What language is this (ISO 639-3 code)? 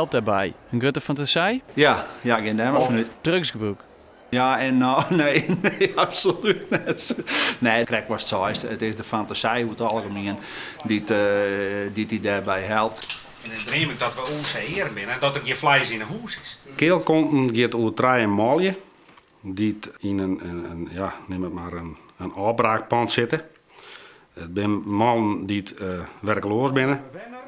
fry